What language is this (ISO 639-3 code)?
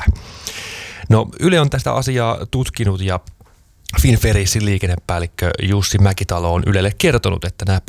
fin